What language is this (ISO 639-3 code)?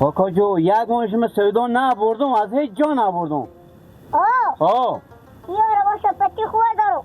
haz